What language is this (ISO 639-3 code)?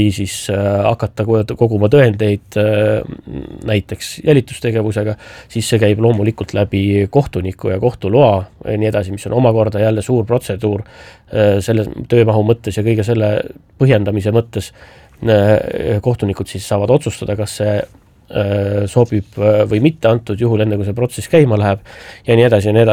est